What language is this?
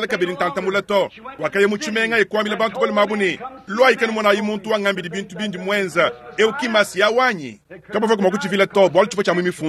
Luba-Lulua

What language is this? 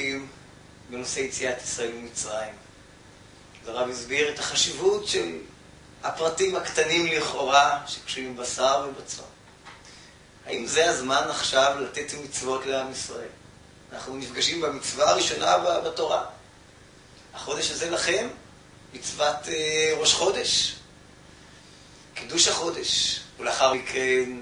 Hebrew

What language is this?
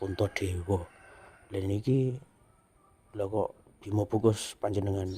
Javanese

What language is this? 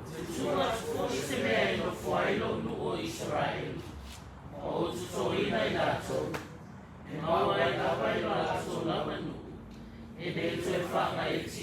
Samoan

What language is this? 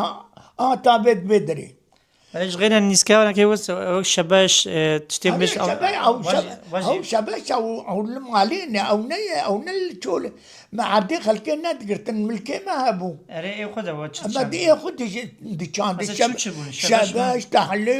Kurdish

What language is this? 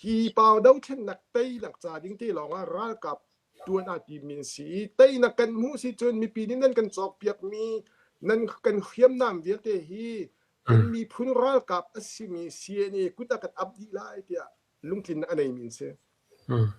Hakha Chin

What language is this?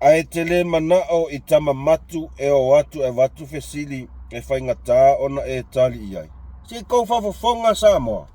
Samoan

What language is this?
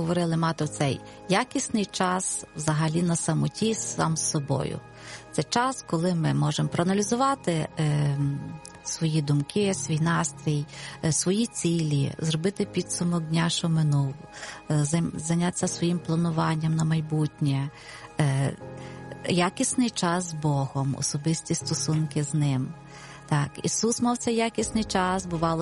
Ukrainian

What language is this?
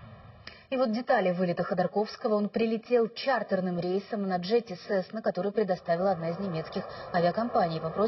Russian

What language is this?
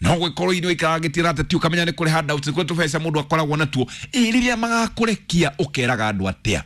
Kikuyu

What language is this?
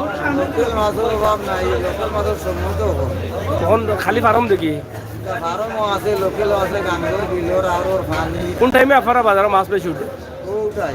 Sylheti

